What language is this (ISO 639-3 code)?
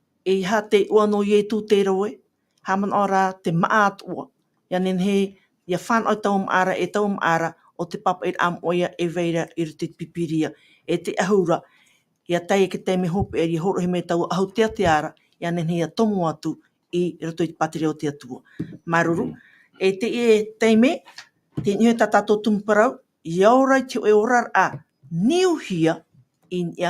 tah